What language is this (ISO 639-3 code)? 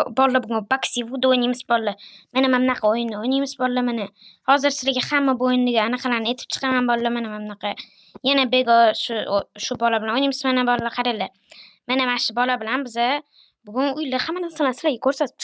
uzb